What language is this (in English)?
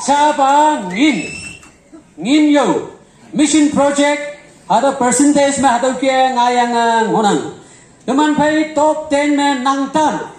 Konyak Naga